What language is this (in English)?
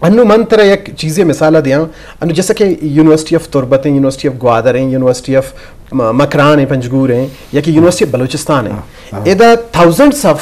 Eastern Balochi